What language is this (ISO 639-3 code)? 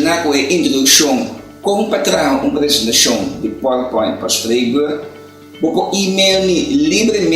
pap